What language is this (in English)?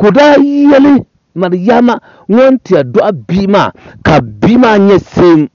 Dagbani